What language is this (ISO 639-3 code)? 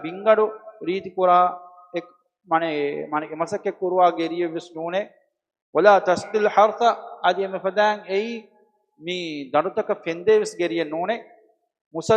div